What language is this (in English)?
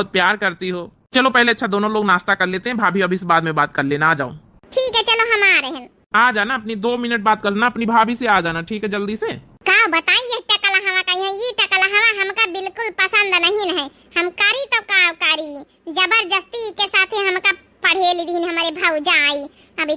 Awadhi